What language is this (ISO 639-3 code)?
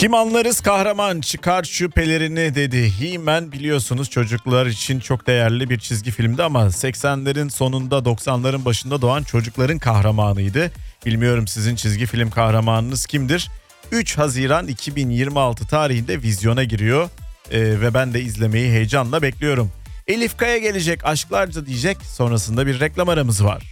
tur